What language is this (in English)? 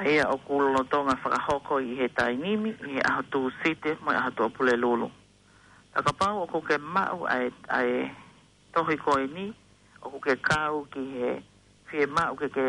Tongan